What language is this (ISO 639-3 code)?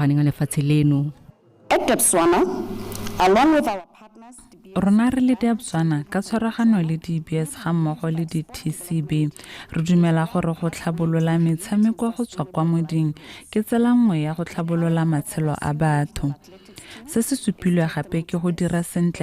tsn